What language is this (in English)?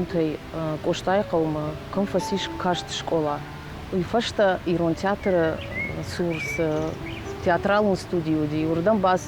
Ossetic